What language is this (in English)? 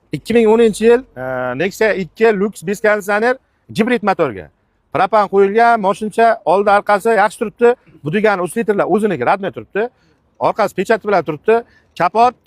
Uzbek